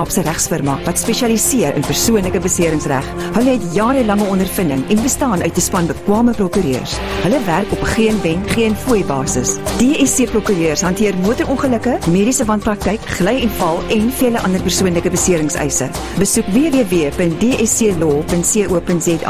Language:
Afrikaans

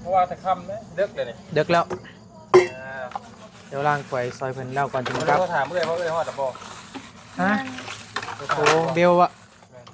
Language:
Northeastern Thai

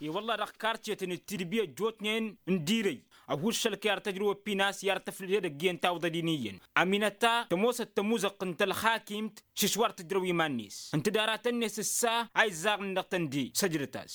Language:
Tamasheq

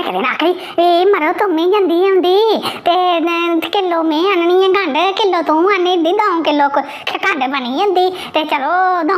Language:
Dogri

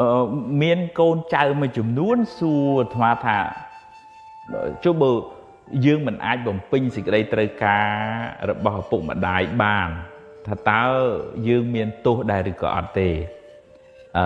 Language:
Khmer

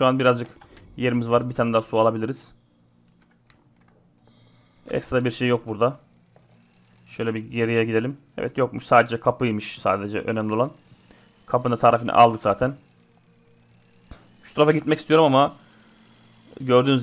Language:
Turkish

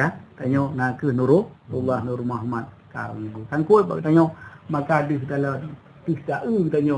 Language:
Achinese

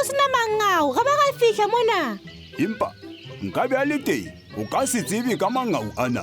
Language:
Southern Sotho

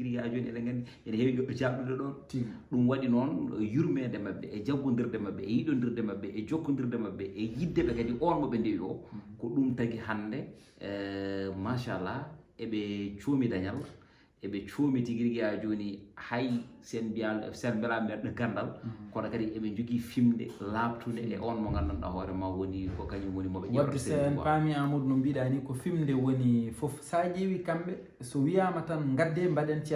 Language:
Fula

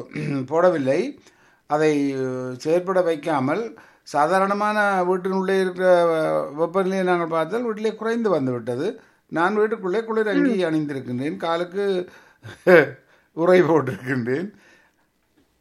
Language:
Tamil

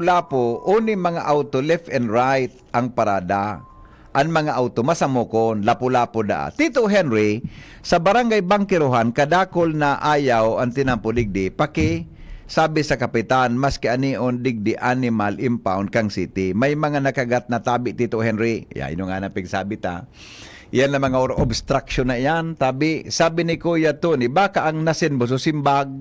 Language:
Bikol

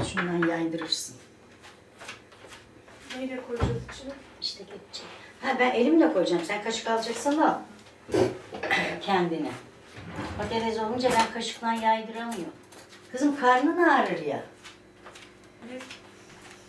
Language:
Turkish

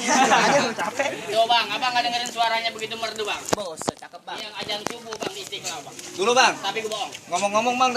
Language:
Betawi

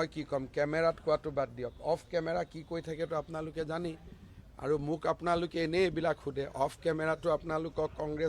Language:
Assamese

